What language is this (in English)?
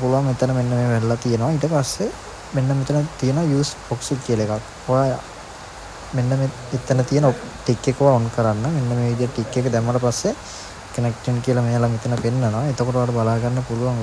Sinhala